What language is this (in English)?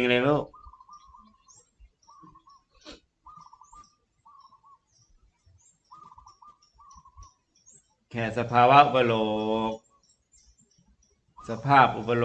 Thai